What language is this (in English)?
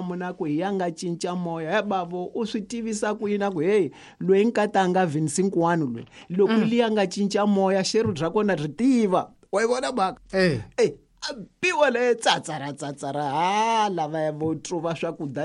Tsonga